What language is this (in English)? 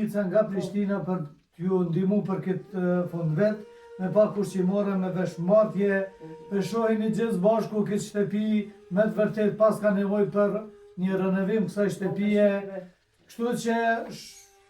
Albanian